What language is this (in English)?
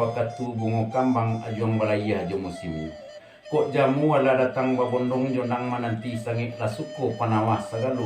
Minangkabau